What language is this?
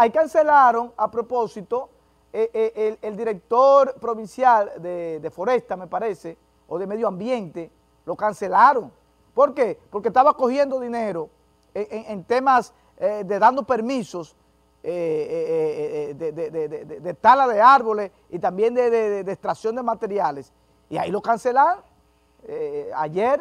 Spanish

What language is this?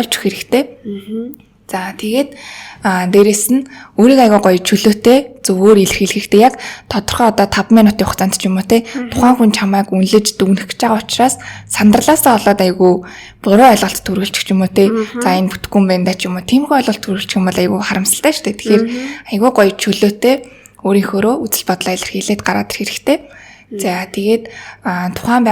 Mongolian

